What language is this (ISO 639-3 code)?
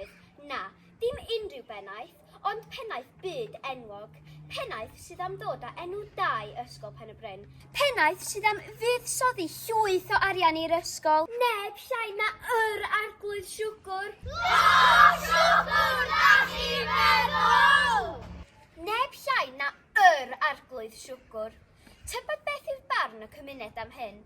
cym